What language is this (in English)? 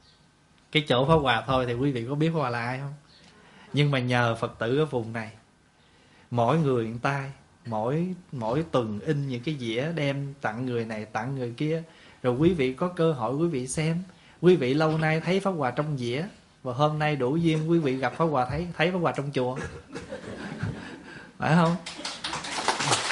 Vietnamese